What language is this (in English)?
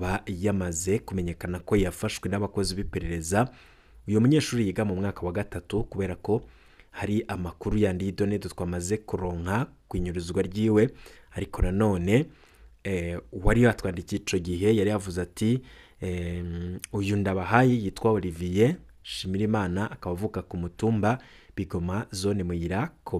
Rundi